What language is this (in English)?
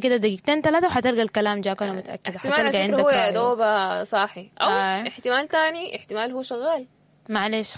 Sudanese Arabic